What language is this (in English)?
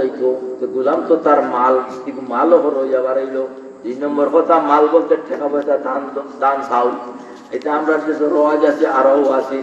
Sylheti